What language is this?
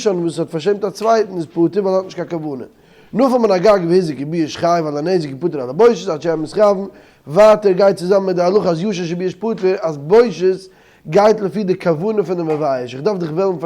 Yiddish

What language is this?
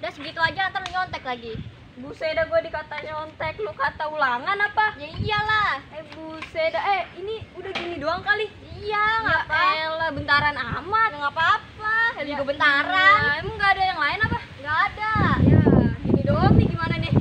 Betawi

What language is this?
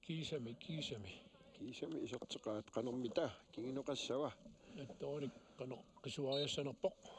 Kalaallisut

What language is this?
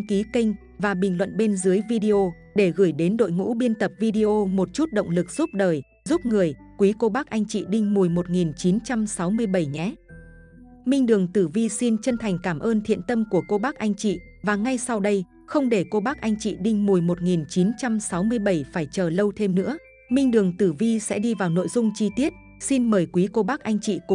Vietnamese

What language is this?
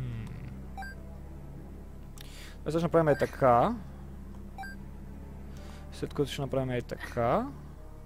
Bulgarian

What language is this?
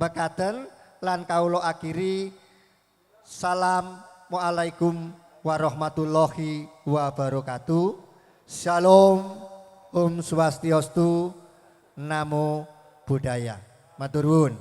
Javanese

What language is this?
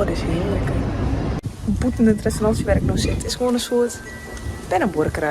Western Frisian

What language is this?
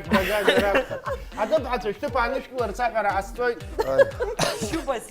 Abkhazian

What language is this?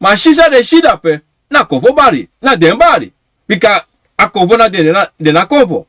Sranan Tongo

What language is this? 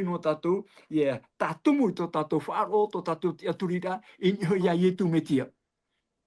Tahitian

